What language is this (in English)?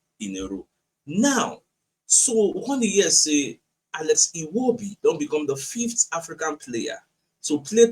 Nigerian Pidgin